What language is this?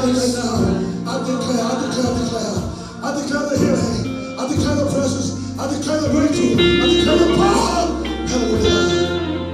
Fijian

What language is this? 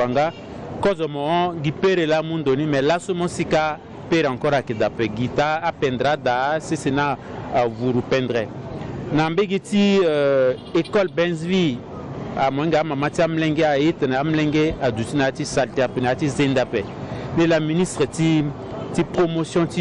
Sango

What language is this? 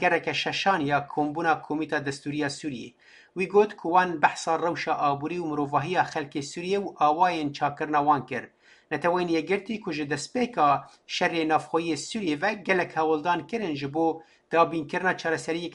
Kurdish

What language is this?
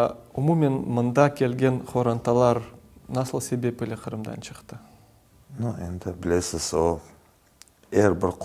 Crimean Tatar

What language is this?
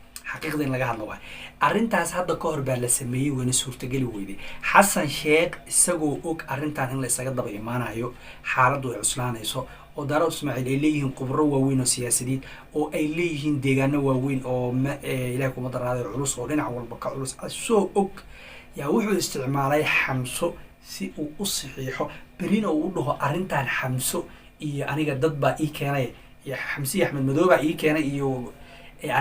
Somali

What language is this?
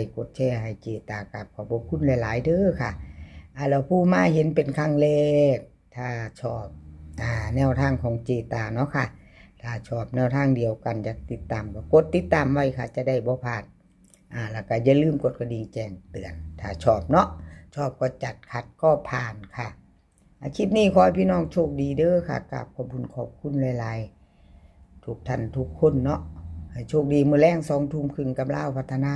Northeastern Thai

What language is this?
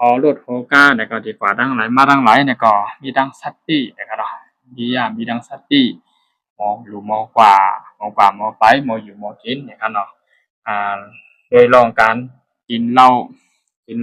Shan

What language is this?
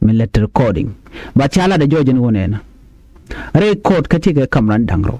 Nuer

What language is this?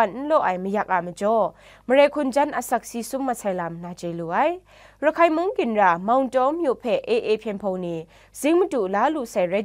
Kachin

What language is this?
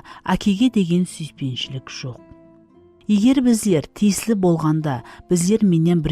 Kara-Kalpak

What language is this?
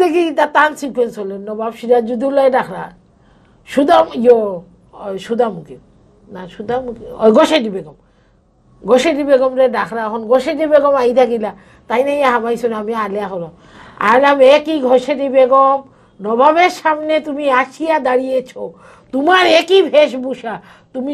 Sylheti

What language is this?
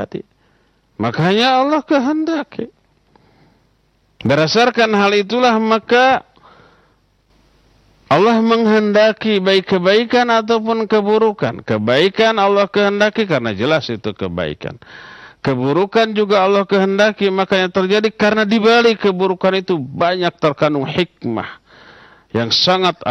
Indonesian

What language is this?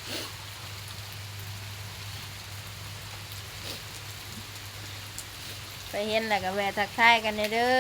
Lao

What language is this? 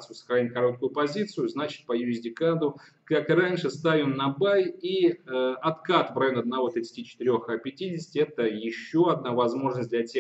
Russian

